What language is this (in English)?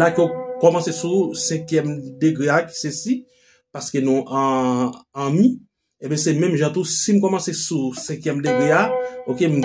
Haitian Creole